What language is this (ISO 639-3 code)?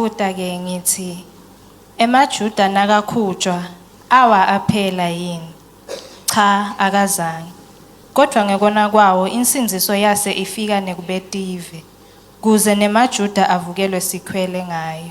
ssw